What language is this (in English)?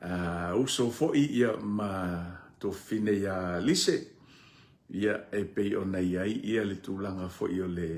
Samoan